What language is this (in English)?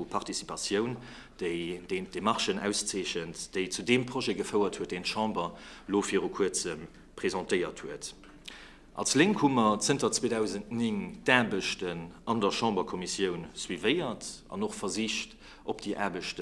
Luxembourgish